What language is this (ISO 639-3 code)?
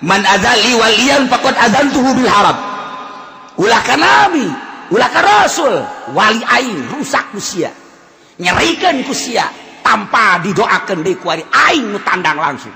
sun